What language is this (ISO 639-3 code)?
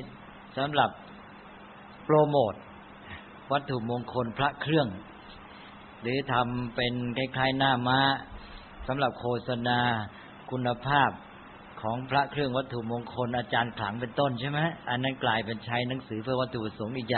tha